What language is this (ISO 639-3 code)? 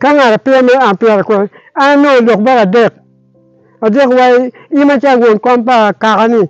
ach